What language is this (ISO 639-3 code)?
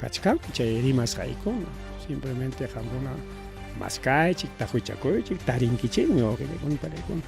quy